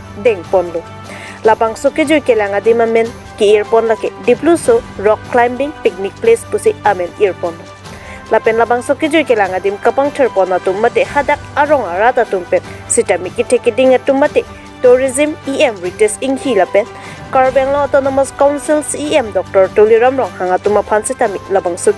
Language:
Karbi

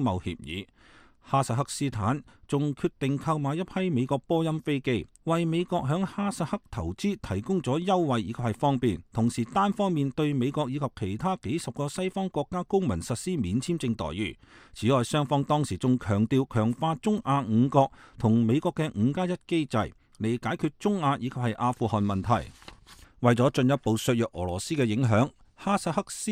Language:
Cantonese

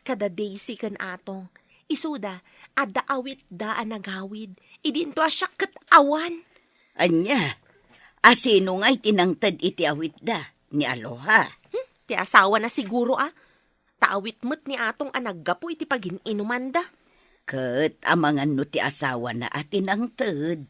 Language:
Iloko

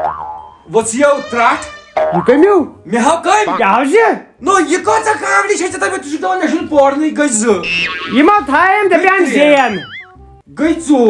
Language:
Kashmiri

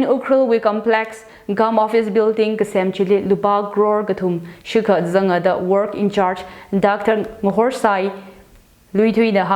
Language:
Tangkhul Naga (India)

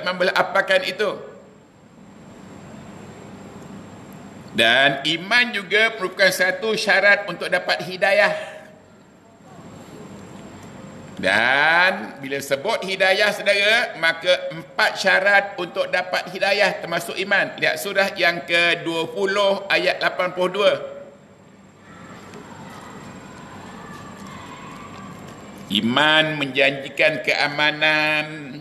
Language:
Malay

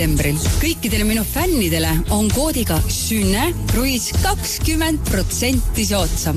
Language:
Estonian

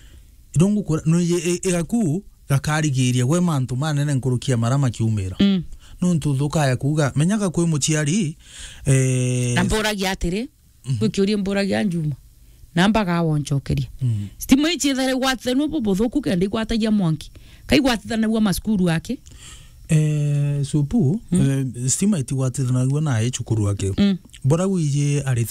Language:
Meru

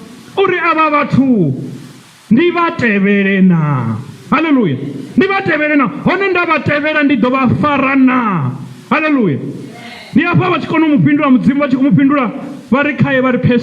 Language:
Venda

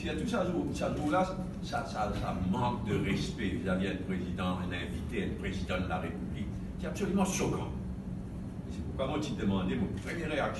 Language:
Morisyen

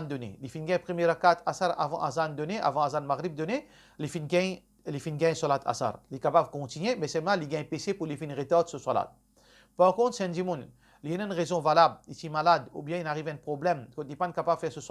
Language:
Morisyen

